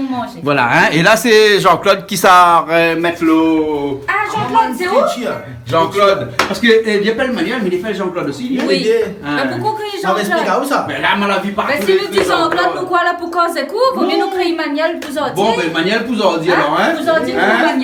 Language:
Réunion Creole French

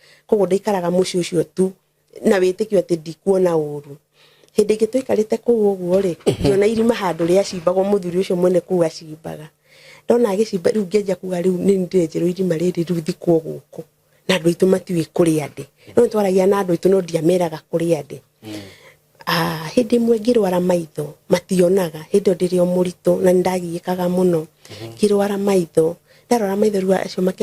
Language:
Kikuyu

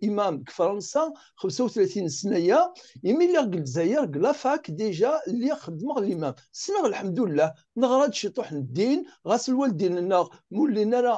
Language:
Kabyle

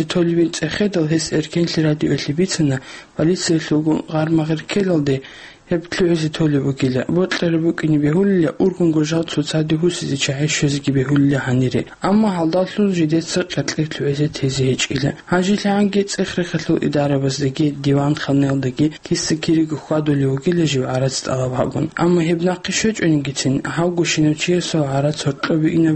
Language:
Avaric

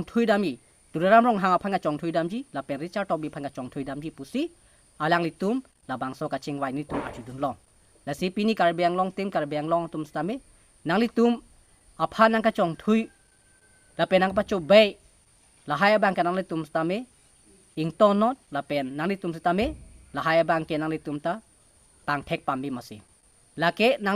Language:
Karbi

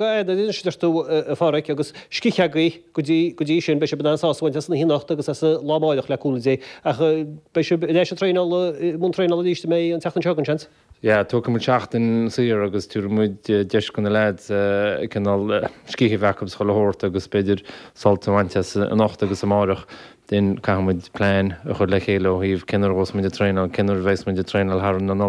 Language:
Irish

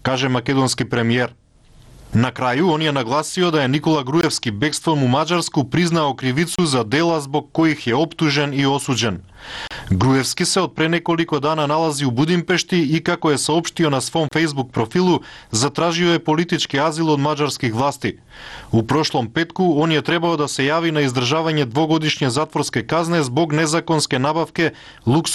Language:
Serbian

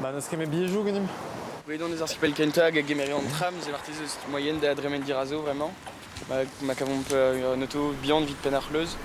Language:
Breton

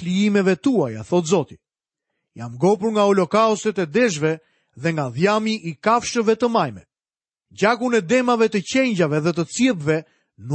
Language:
Albanian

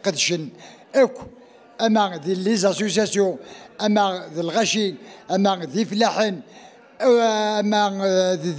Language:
Kabyle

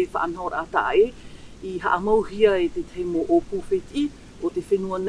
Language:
Tahitian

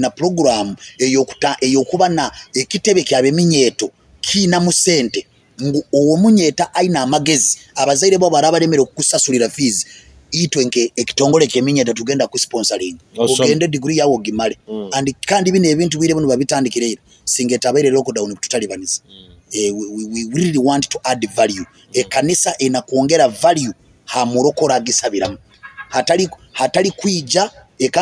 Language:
Nyoro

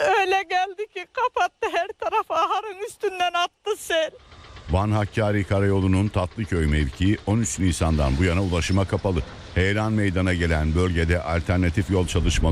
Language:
Turkish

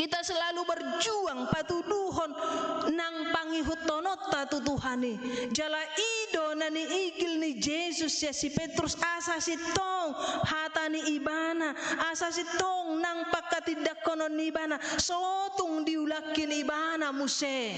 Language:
Batak Toba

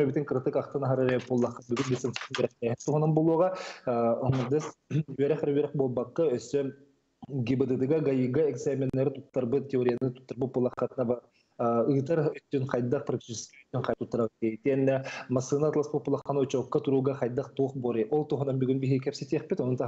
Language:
Yakut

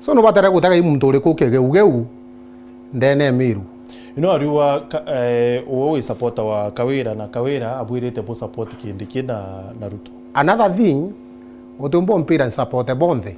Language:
Meru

